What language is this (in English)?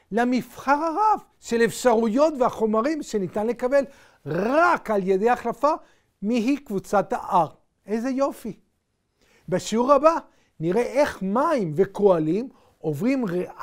Hebrew